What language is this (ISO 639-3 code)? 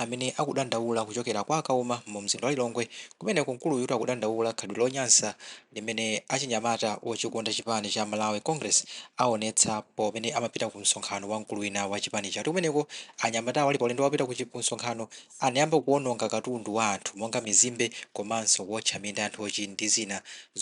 nya